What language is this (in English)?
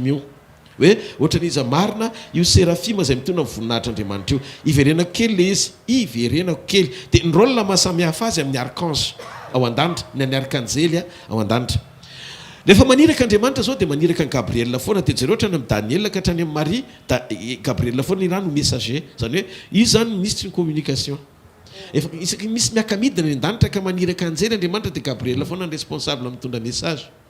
Malagasy